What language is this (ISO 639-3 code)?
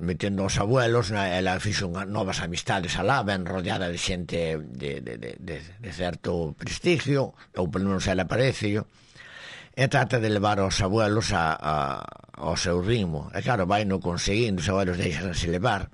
glg